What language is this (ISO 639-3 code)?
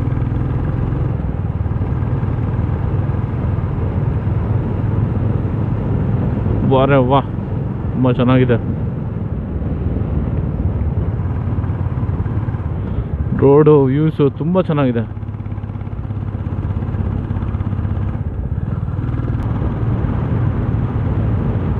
kan